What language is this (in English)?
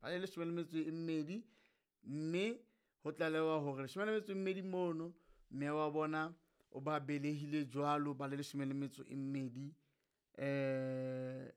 Southern Sotho